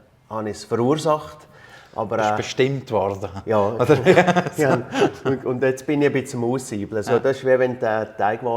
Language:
Swiss German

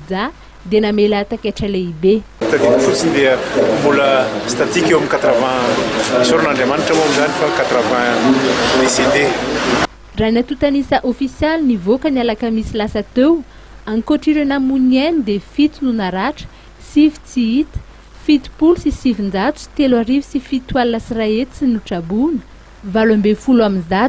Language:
Malagasy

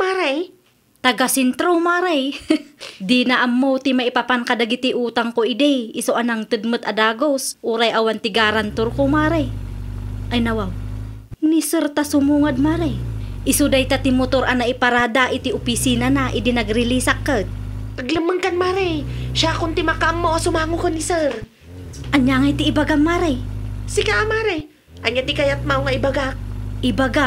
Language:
Iloko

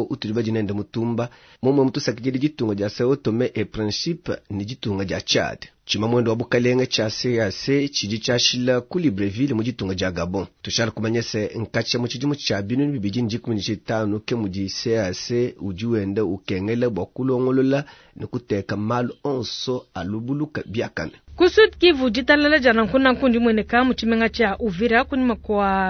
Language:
Luba-Lulua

